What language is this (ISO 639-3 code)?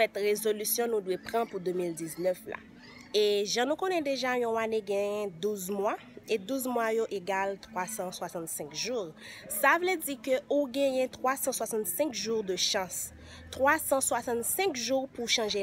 hat